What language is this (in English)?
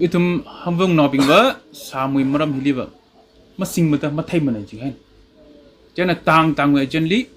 Tangkhul Naga (India)